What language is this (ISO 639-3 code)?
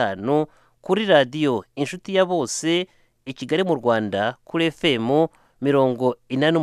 kin